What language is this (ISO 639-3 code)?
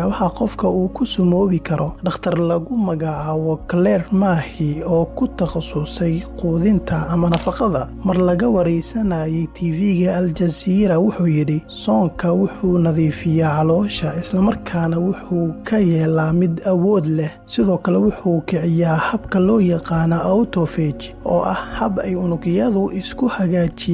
som